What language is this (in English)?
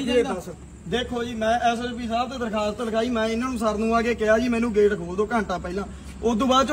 Punjabi